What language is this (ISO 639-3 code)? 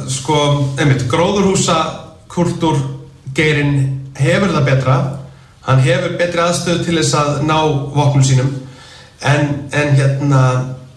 isl